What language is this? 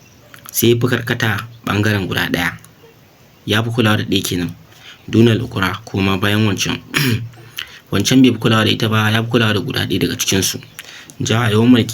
Hausa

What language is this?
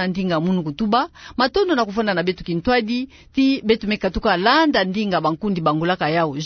Kituba (Democratic Republic of Congo)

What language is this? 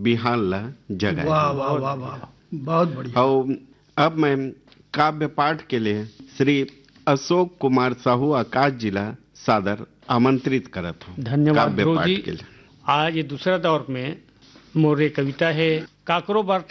Chhattisgarhi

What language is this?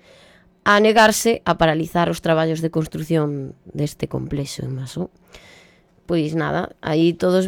Galician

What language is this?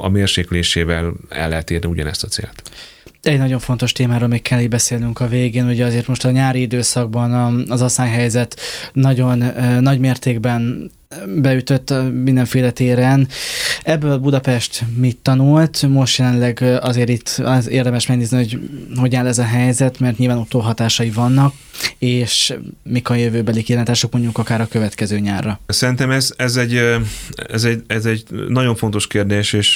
Hungarian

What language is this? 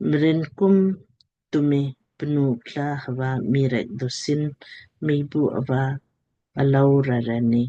Lamkang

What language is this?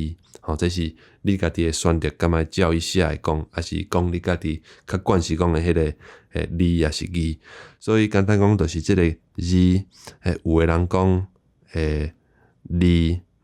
Min Nan Chinese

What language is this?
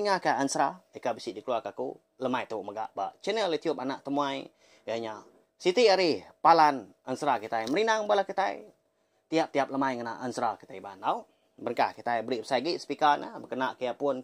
Iban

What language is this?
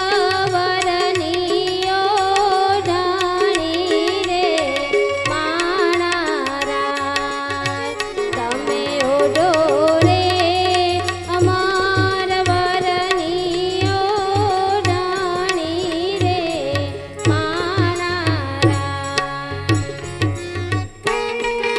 Gujarati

